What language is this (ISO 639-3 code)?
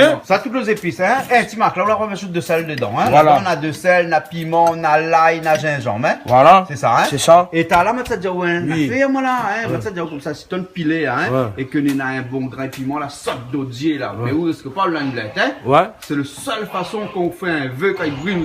rcf